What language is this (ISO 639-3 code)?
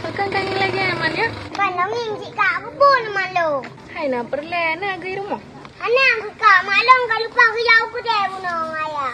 ace